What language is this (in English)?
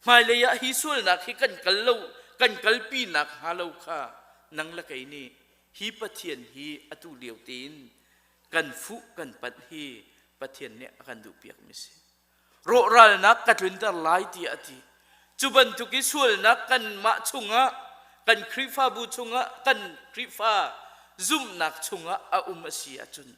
Hakha Chin